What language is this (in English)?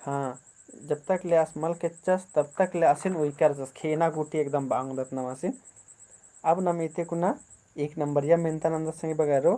Kurukh